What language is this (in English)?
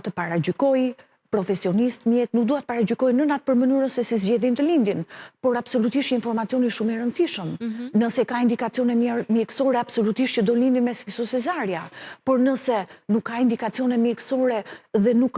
Albanian